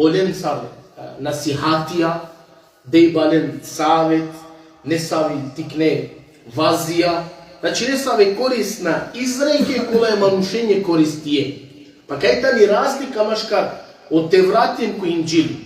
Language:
Balkan Romani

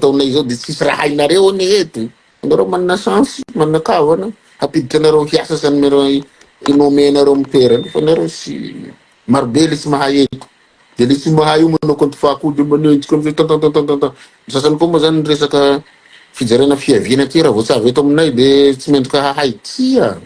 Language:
Malagasy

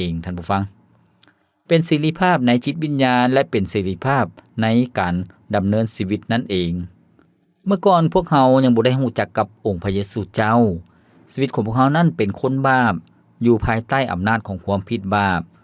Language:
Lao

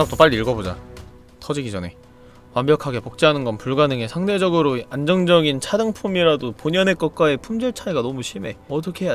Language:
Korean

